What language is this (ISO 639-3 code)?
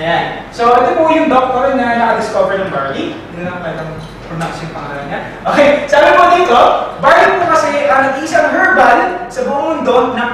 fil